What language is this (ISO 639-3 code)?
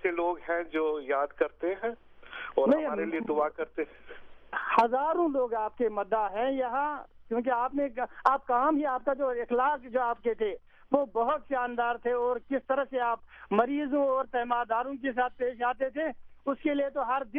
urd